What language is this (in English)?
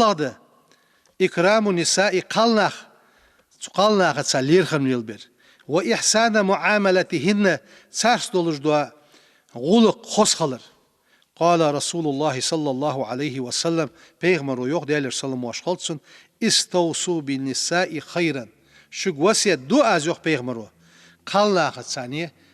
Ingush